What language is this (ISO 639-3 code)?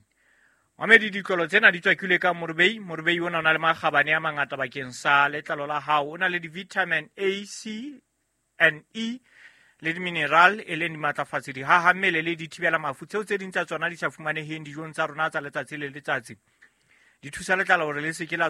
sot